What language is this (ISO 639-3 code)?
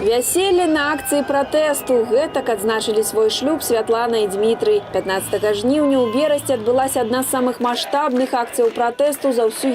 bel